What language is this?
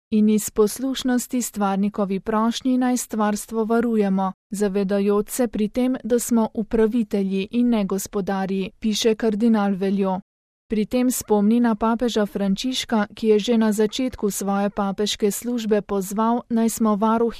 Slovenian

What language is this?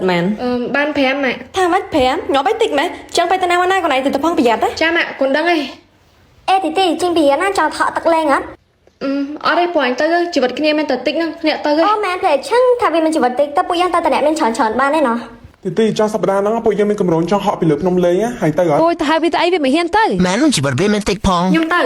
Khmer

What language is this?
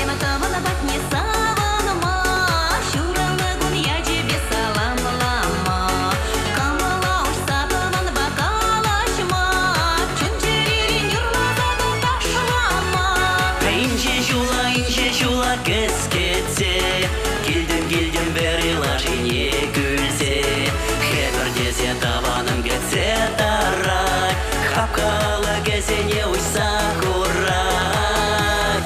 Chuvash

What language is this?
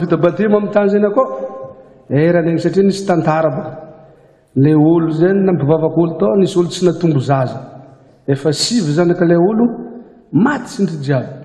Malagasy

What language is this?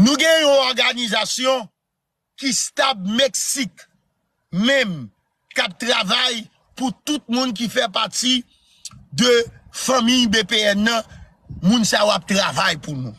Haitian Creole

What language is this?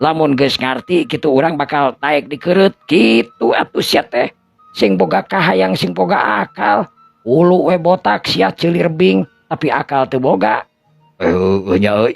Sundanese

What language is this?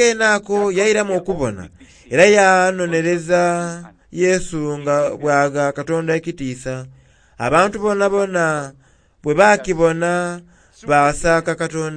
Soga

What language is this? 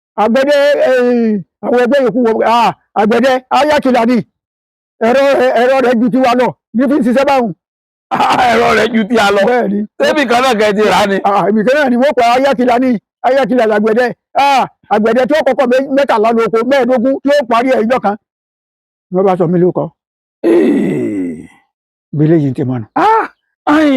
Yoruba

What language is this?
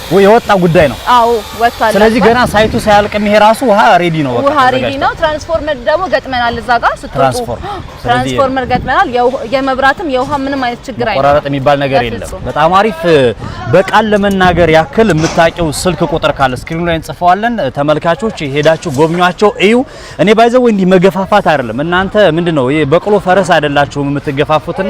Amharic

